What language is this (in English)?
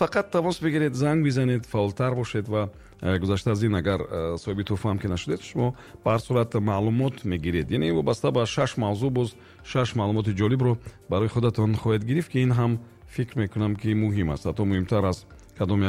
Tajik